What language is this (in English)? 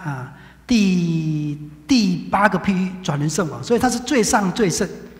Chinese